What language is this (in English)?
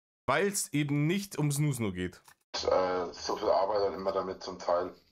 Bavarian